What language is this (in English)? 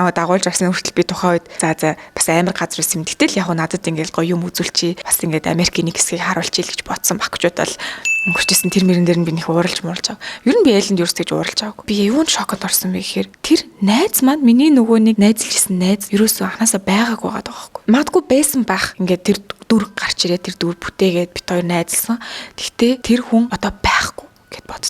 Mongolian